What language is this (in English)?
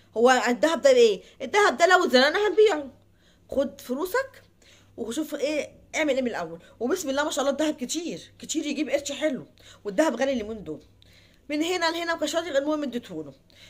Egyptian Arabic